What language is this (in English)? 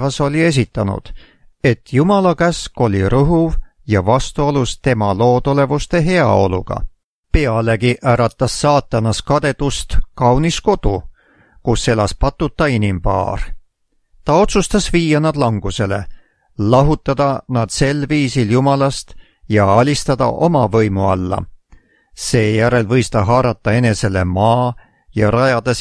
Estonian